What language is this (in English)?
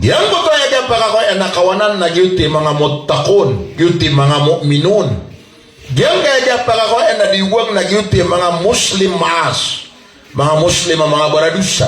Maranao